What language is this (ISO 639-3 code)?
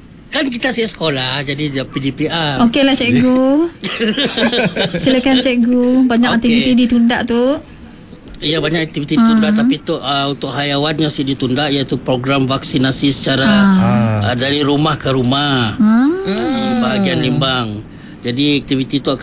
iba